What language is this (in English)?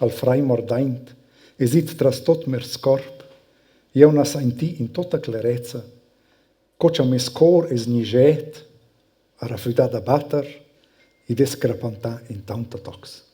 Romansh